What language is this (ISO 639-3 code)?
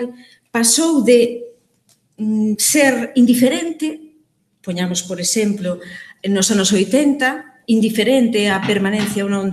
glg